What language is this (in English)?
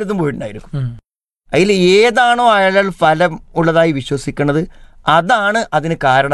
Malayalam